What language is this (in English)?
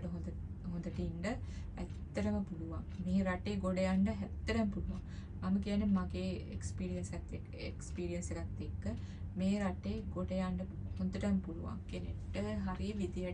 Sinhala